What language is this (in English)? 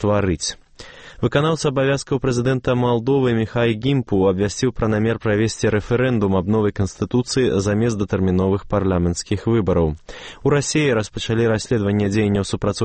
Belarusian